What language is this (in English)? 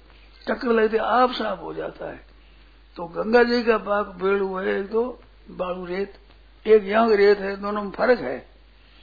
Hindi